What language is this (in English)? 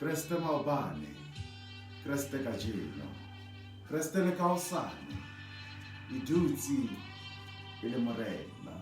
Southern Sotho